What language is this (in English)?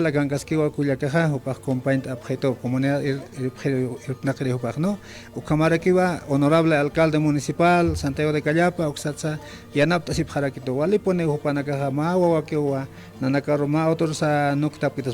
Aymara